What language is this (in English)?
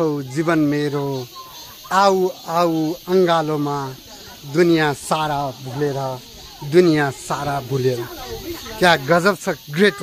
Nepali